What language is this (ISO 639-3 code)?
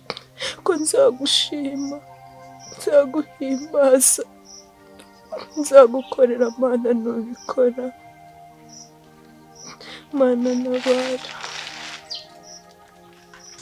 kin